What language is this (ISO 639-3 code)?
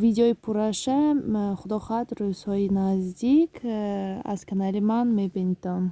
tgk